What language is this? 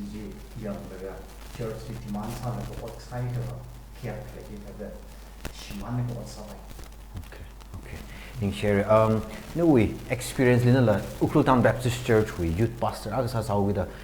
Tangkhul Naga (India)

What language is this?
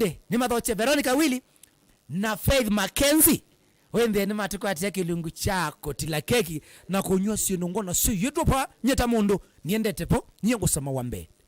Kamba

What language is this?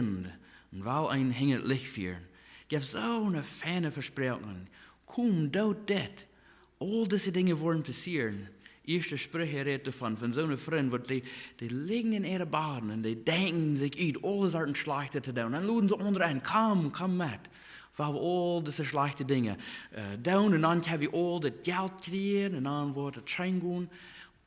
Plautdietsch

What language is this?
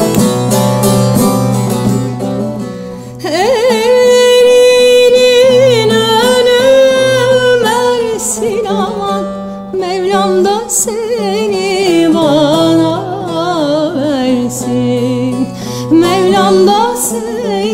Turkish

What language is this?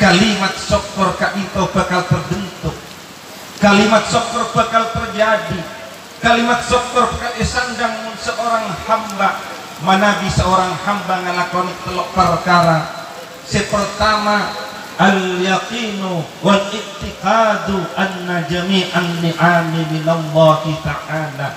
Madurese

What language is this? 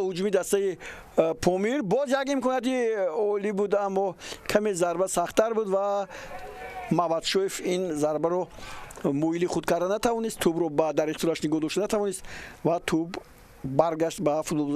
Tajik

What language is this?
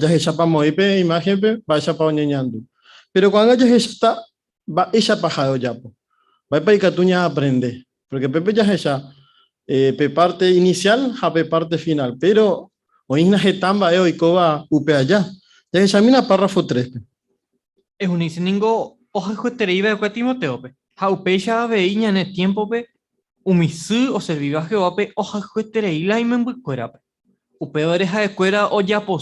Guarani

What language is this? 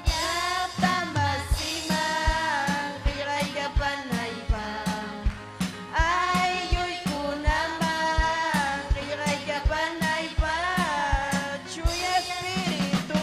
Ayacucho Quechua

